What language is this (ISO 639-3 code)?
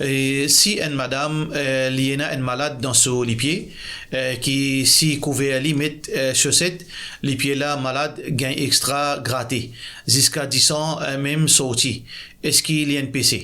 mfe